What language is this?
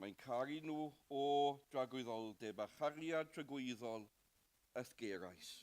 Welsh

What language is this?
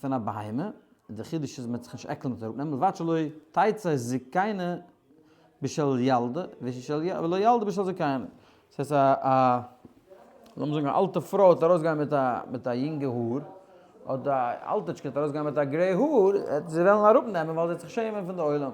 Yiddish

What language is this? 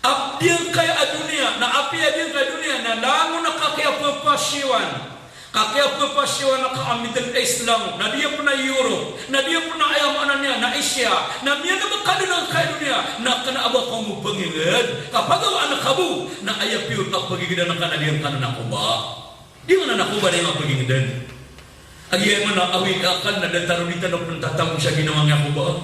Maranao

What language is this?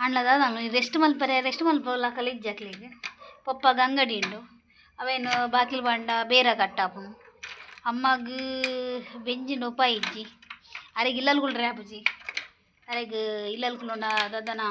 Tulu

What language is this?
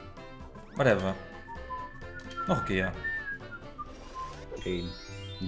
Dutch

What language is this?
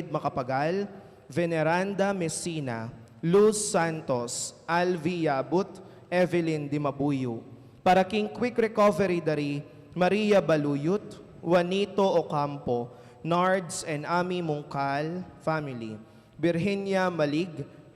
Pampanga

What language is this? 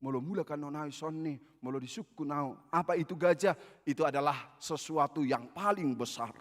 Batak Toba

